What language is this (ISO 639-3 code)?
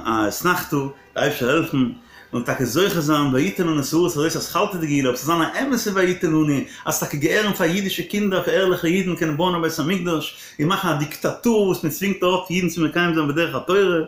yid